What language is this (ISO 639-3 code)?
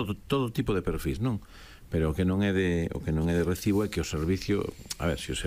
glg